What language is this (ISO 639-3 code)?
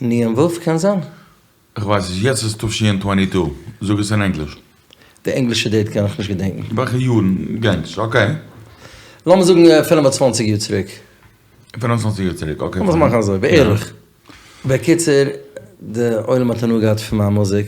yid